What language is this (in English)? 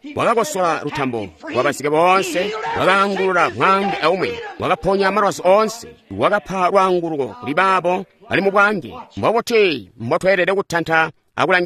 Tonga (Zambia)